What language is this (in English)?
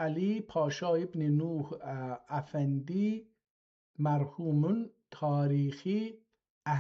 South Azerbaijani